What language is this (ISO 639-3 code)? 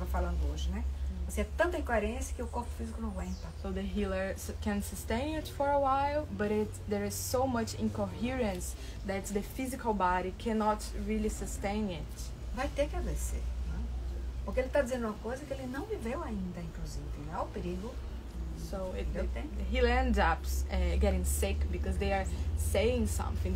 por